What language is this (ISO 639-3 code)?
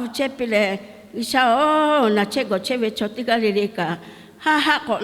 lhu